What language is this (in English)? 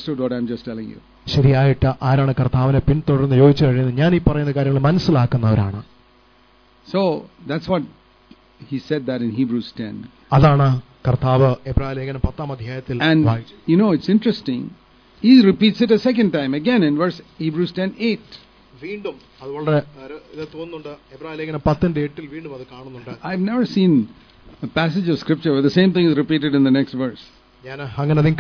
Malayalam